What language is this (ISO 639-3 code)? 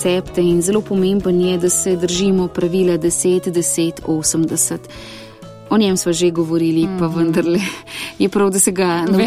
slv